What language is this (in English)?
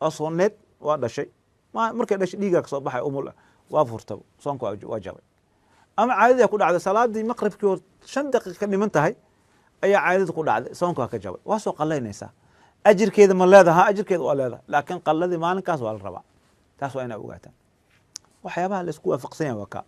Somali